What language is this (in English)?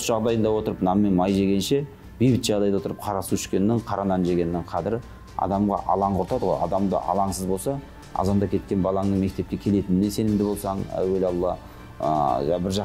Kazakh